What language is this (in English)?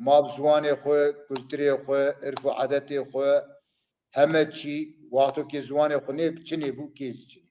Zaza